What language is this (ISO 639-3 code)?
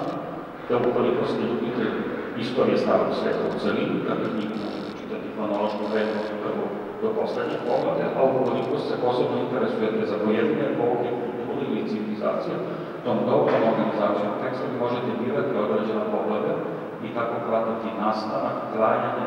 srp